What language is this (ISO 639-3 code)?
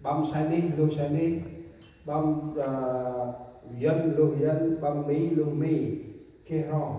cmo